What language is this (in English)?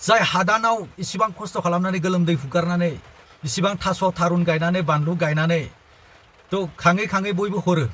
Bodo